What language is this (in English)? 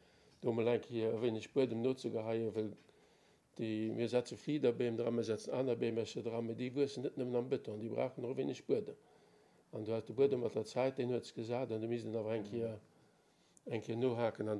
Luxembourgish